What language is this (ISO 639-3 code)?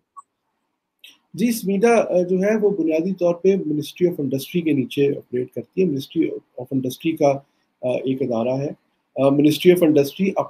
urd